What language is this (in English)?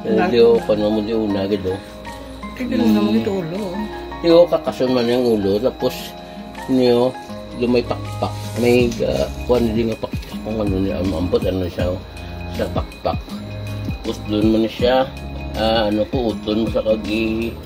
Hiligaynon